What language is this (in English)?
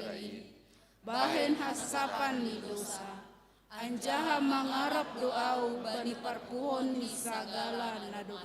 Batak Simalungun